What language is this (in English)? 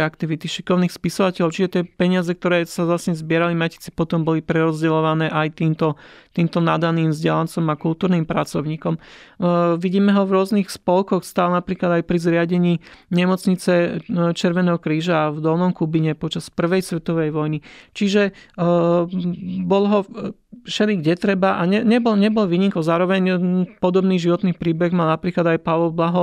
Slovak